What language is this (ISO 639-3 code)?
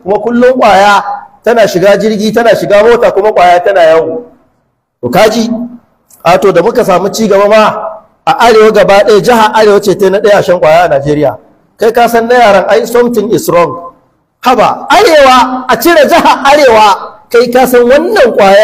hau